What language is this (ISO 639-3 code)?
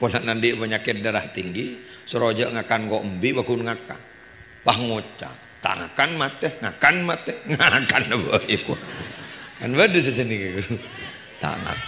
mad